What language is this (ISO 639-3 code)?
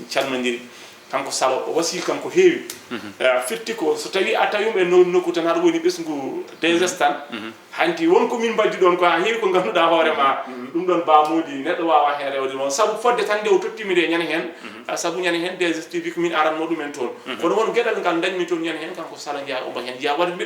ful